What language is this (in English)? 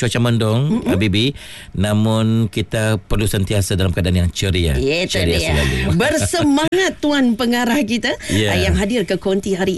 Malay